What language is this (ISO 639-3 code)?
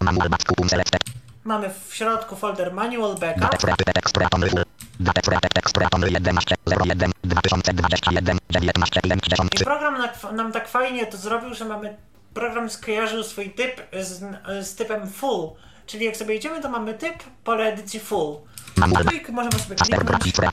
pol